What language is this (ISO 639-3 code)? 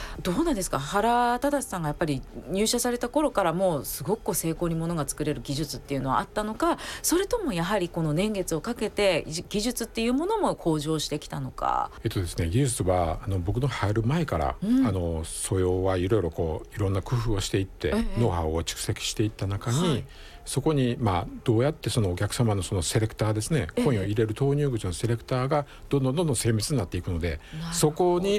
jpn